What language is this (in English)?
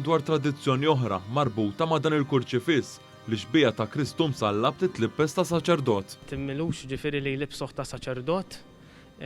Maltese